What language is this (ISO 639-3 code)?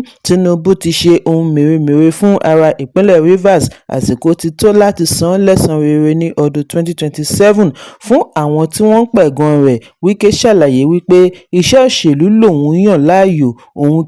yor